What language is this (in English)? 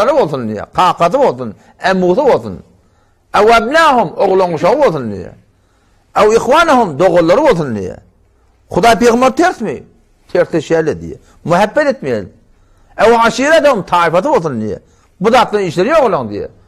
Turkmen